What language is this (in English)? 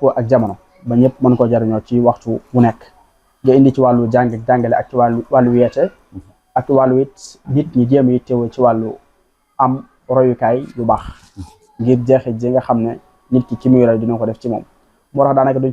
Wolof